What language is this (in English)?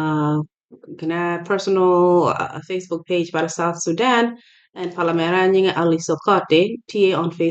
Acoli